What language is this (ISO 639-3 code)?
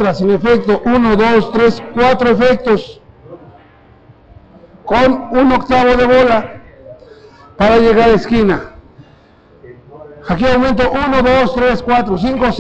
spa